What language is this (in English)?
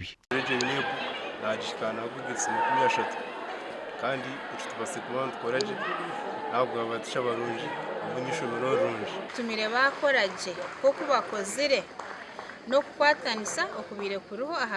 Nyankole